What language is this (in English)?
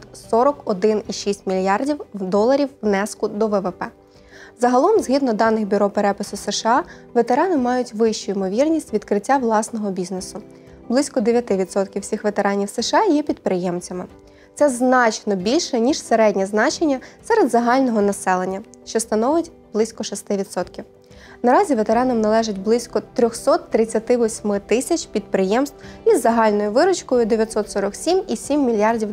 Ukrainian